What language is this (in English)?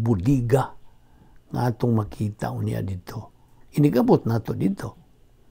Cebuano